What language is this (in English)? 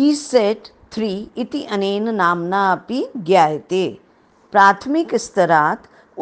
Sanskrit